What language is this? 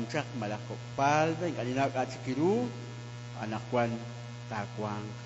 Kekchí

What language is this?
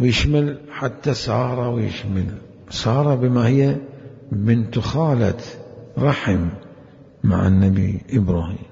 Mesopotamian Arabic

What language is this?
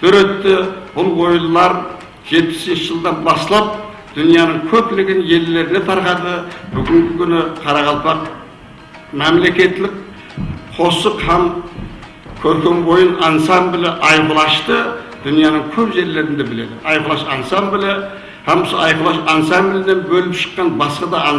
Kara-Kalpak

